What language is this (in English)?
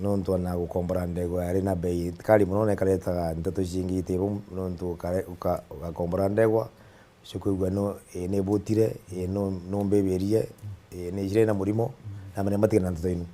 Meru